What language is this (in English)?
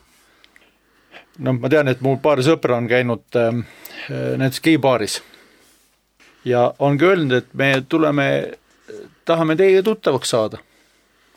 Estonian